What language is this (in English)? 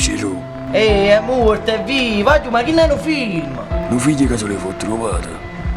Neapolitan